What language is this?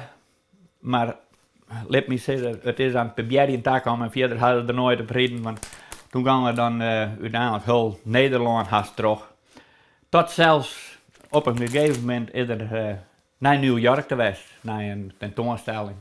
Western Frisian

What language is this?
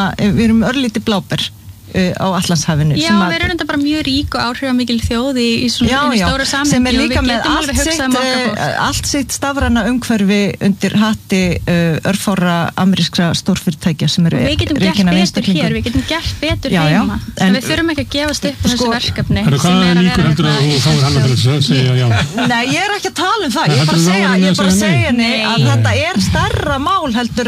Icelandic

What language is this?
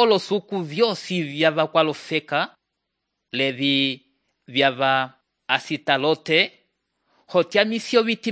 Umbundu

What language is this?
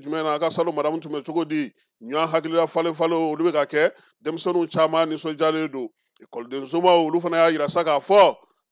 Bambara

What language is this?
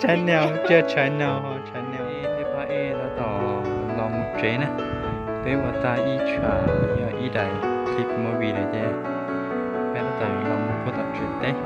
Hmong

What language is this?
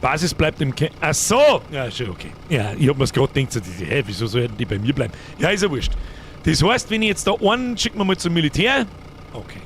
Bavarian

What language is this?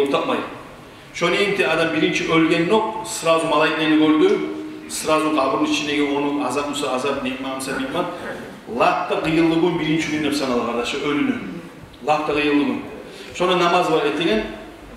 Kumyk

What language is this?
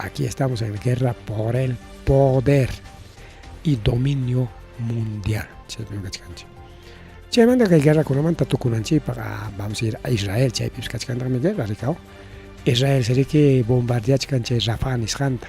Ayacucho Quechua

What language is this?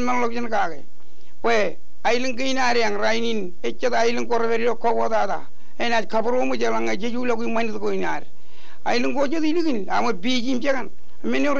Marshallese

